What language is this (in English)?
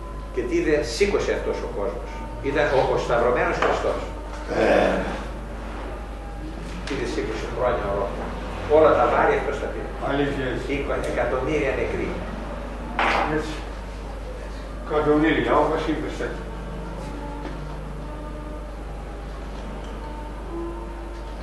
Greek